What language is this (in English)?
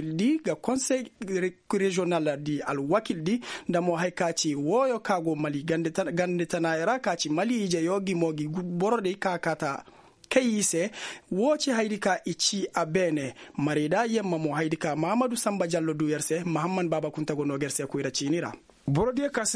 Koyraboro Senni